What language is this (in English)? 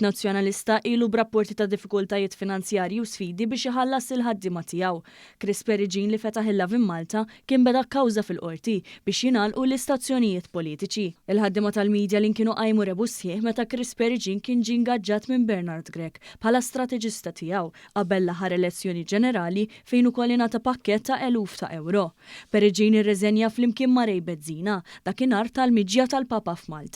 Maltese